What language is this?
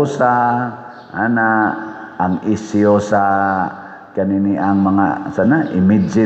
Cebuano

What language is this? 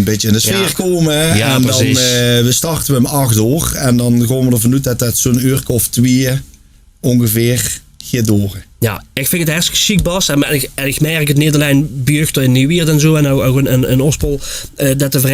Limburgish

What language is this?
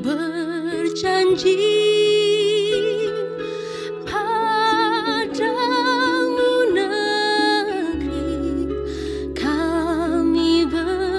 Indonesian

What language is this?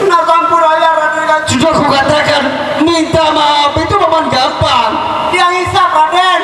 Sasak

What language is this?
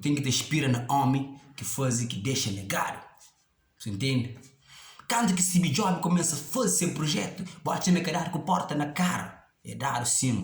Kabuverdianu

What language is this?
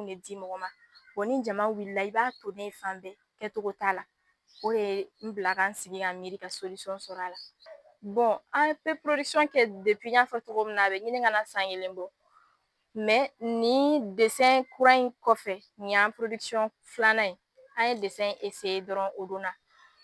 Bambara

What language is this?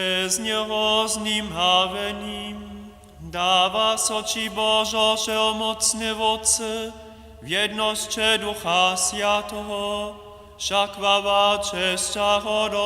Upper Sorbian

